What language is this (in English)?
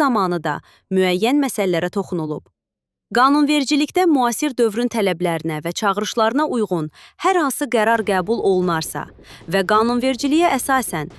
Azerbaijani